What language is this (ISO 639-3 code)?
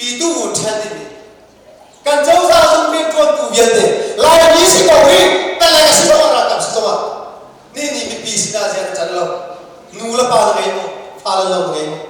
cnh